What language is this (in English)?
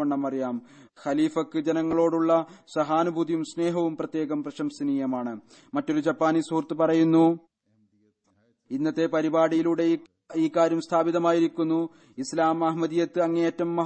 Malayalam